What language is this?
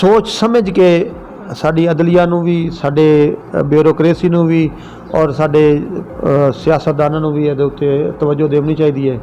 Saraiki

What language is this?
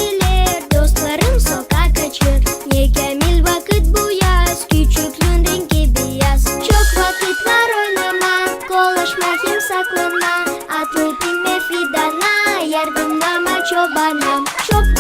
Gagauz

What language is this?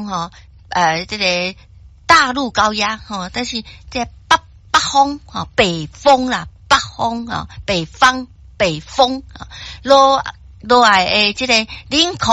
Min Nan Chinese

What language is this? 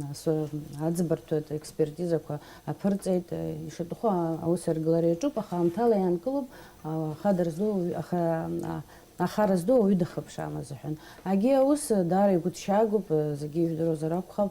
Abkhazian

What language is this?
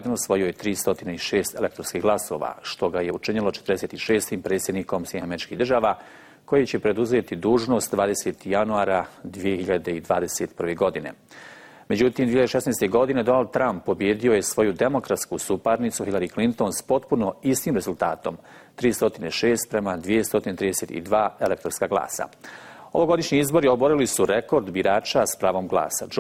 Bosnian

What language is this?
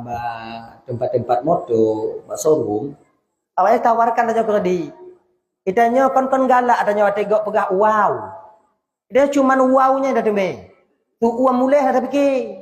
Achinese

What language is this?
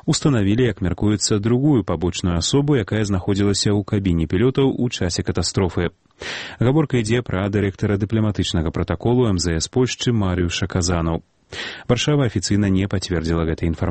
Belarusian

